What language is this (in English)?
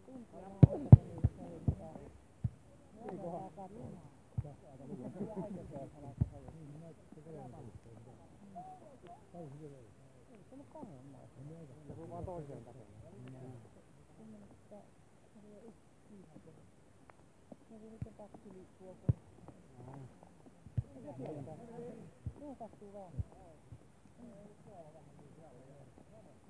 Finnish